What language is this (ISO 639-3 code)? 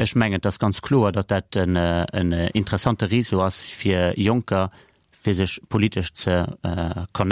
ltz